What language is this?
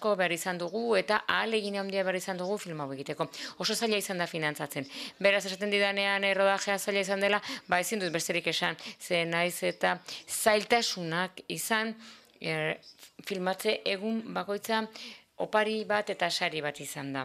Basque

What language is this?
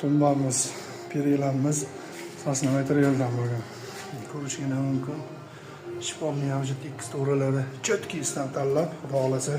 Uzbek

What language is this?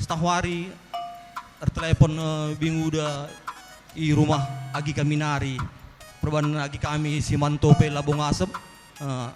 Batak Karo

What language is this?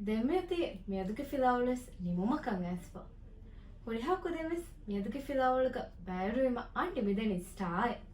Divehi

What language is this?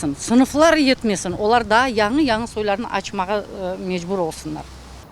Crimean Tatar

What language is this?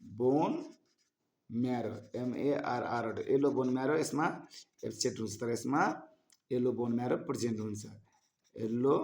Nepali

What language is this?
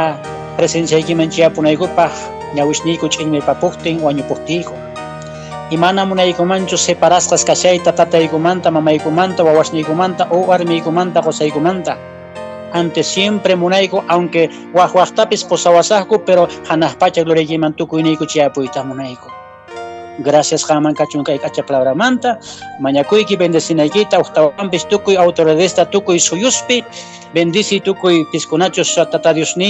Quechua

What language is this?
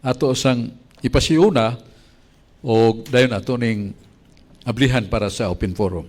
Cebuano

